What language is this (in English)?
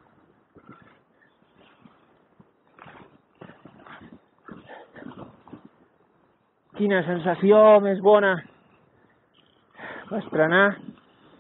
Catalan